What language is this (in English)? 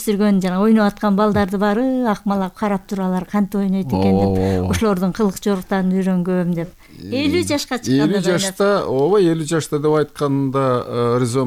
Kyrgyz